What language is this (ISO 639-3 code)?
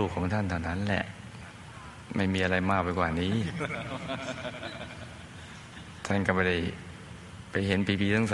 tha